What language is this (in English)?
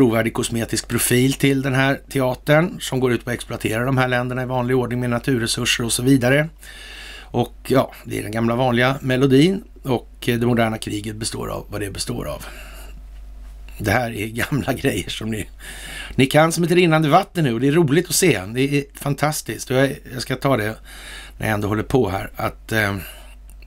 Swedish